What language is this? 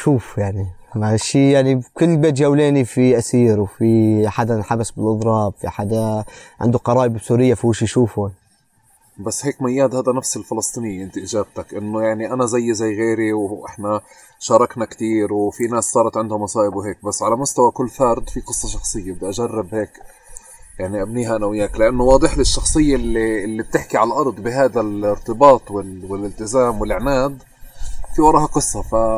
North Levantine Arabic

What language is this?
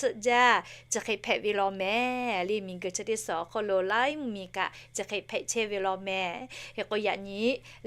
Lahu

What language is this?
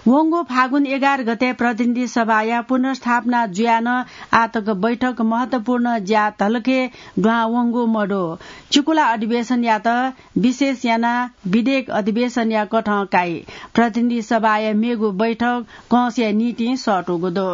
Newari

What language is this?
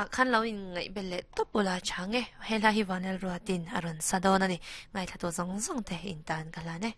Mizo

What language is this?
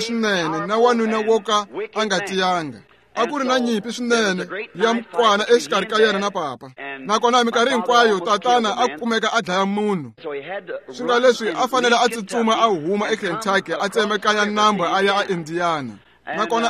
Tsonga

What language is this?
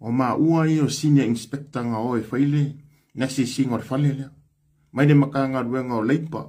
Samoan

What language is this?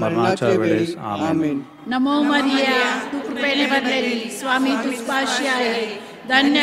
Marathi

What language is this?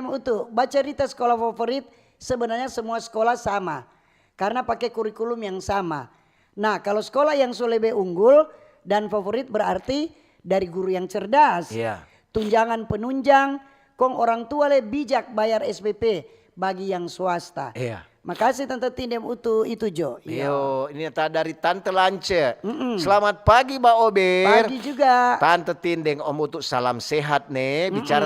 Manado Malay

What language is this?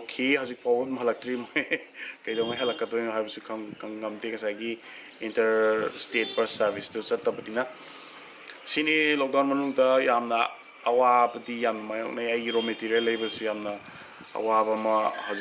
Manipuri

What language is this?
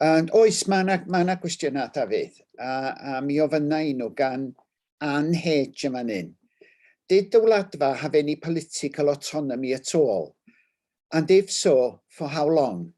Welsh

